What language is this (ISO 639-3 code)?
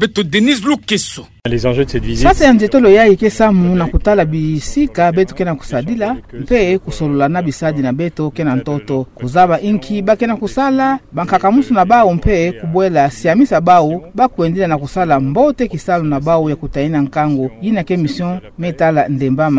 ktu